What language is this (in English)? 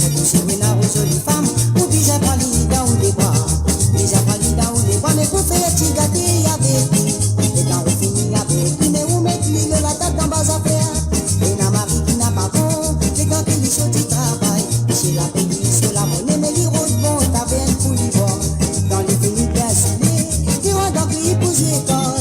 Morisyen